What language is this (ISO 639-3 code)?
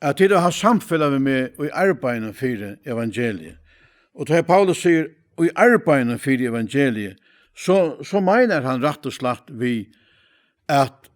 fao